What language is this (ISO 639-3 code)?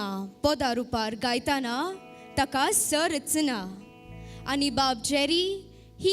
kok